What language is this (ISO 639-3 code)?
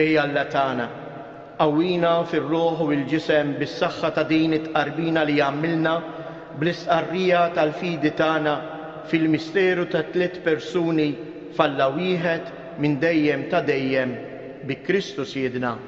mlt